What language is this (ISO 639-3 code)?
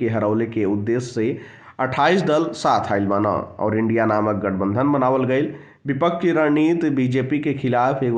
bho